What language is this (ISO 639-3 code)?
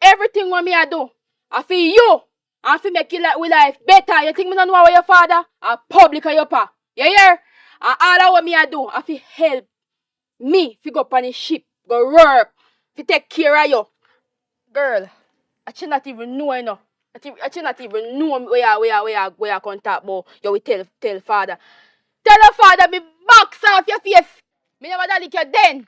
jam